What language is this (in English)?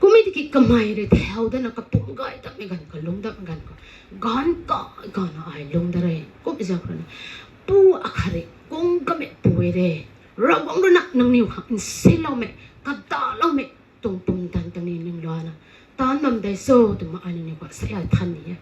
Rongmei Naga